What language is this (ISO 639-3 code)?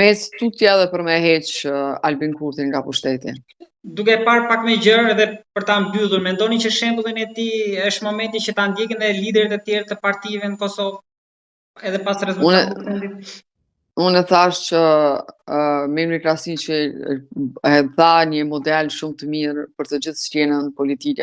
sqi